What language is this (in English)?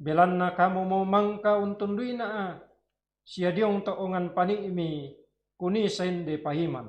Toraja-Sa'dan